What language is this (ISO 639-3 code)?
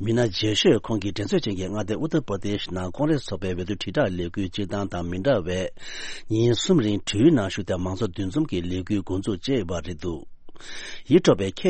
bod